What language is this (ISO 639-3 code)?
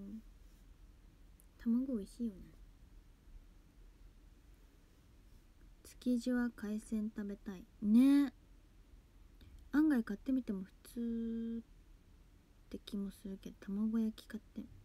jpn